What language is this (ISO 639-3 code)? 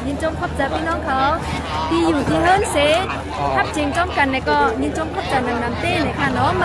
shn